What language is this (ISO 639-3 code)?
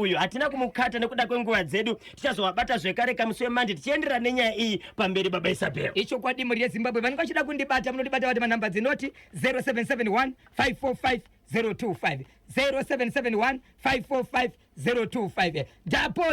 sna